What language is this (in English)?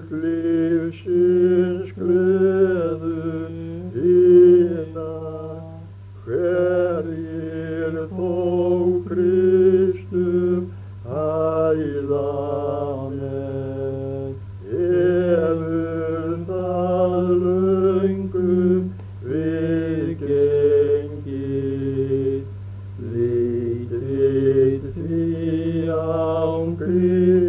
Icelandic